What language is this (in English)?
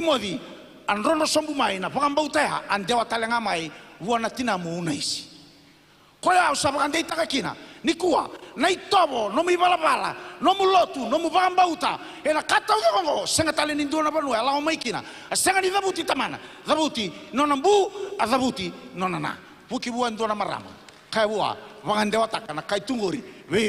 Fijian